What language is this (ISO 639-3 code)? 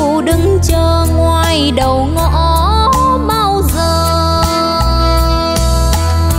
vie